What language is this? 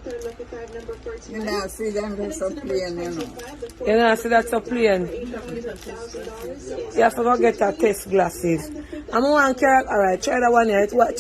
Jamaican Creole English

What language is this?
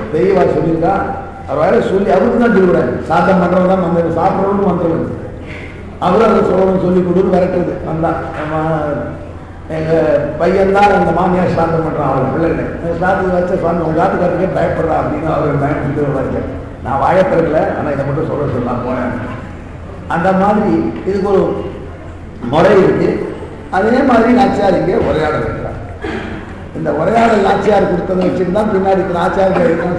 Tamil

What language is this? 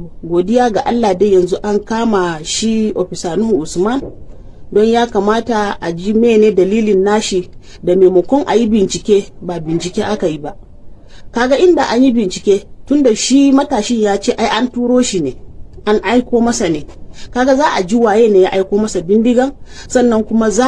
Hausa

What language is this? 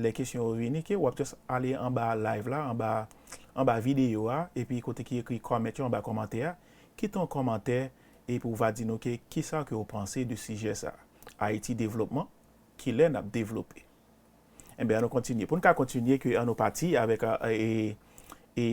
Haitian Creole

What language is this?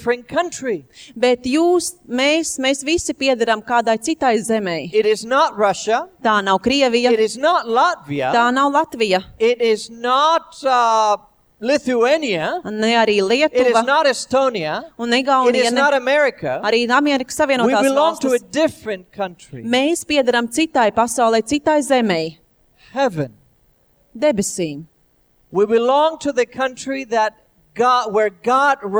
Latvian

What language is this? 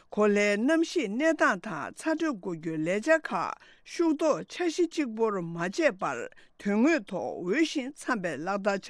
Tibetan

